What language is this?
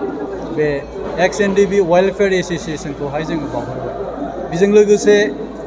Bodo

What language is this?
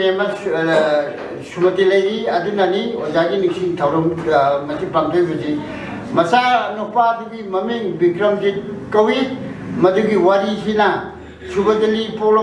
Manipuri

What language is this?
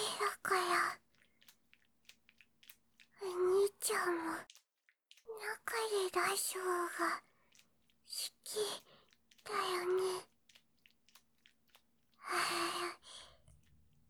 Japanese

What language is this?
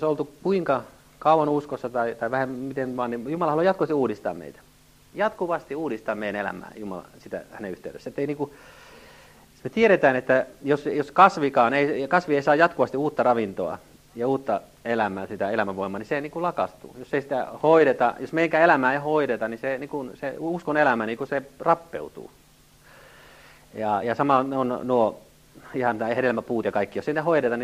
Finnish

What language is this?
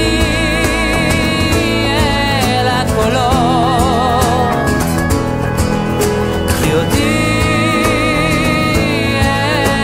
Hebrew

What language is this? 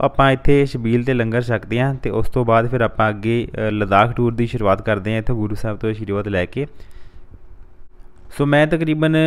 Punjabi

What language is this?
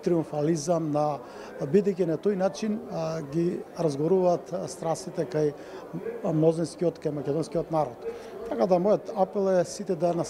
Macedonian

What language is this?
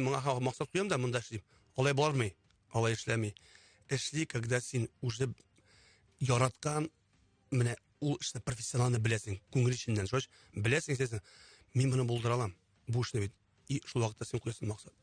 Tatar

